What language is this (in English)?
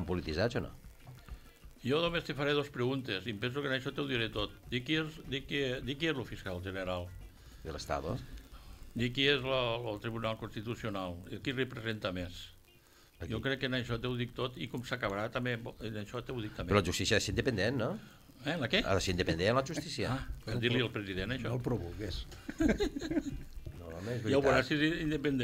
Catalan